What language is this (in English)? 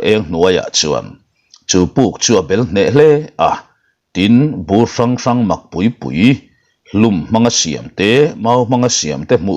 Mizo